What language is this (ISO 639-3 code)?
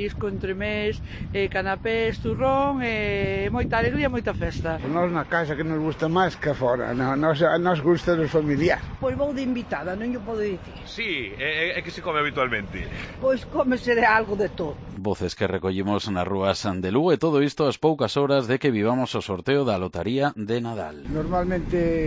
glg